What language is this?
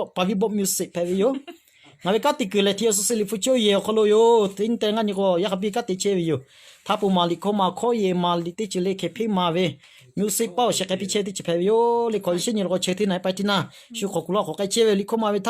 Lahu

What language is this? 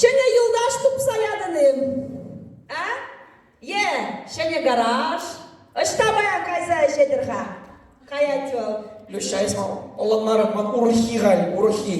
Chuvash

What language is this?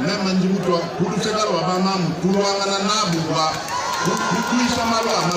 Luba-Lulua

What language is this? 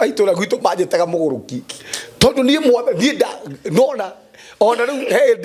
Kikuyu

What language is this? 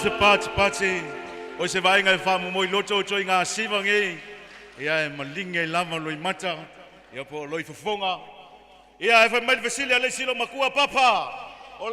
Samoan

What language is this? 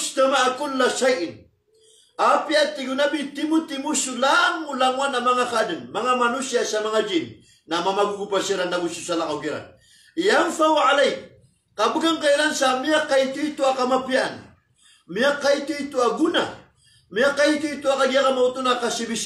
Maranao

